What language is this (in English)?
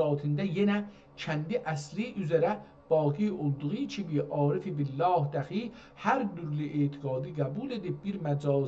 South Azerbaijani